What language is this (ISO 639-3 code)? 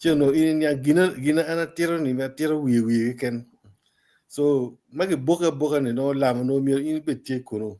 ach